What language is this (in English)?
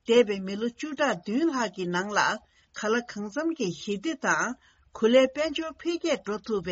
Tibetan